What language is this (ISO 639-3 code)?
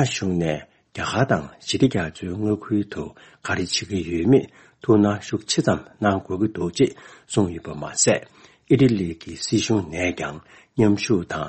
bod